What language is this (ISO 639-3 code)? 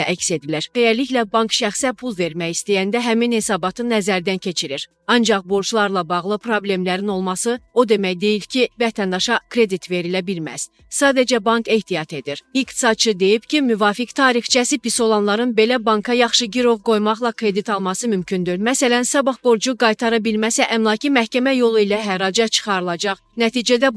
aze